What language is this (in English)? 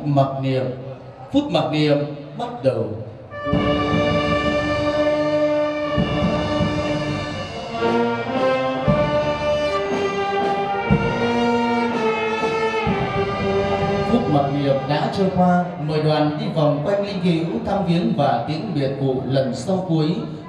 Vietnamese